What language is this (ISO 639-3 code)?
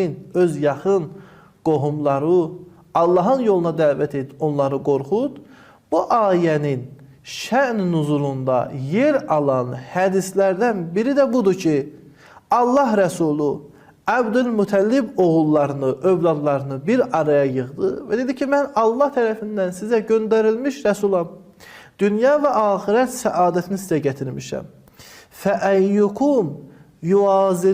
aze